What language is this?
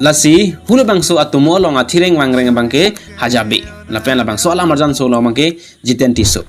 Karbi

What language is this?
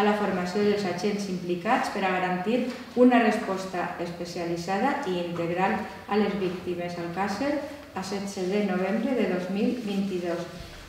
Catalan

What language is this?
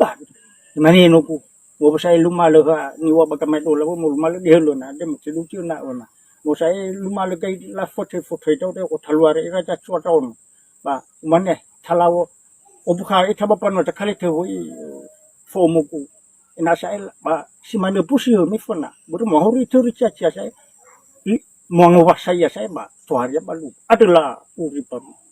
Nias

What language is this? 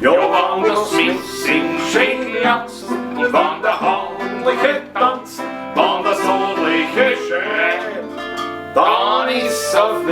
Bavarian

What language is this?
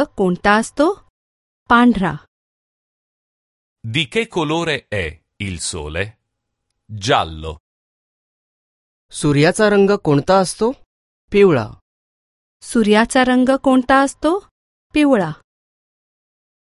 Marathi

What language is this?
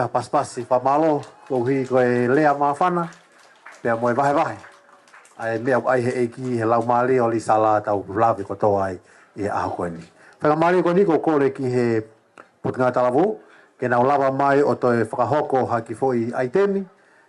Tongan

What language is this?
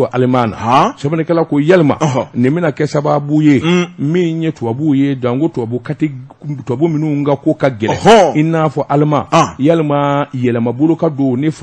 Bambara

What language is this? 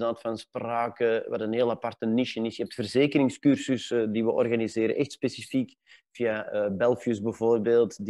Dutch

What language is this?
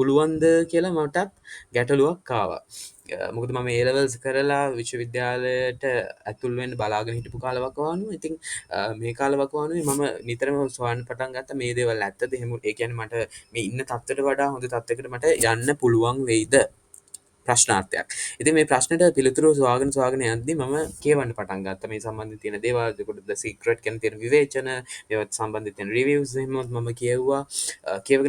Sinhala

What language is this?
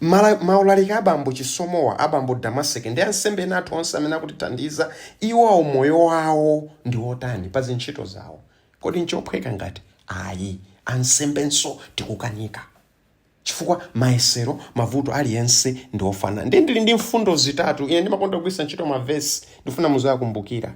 Nyanja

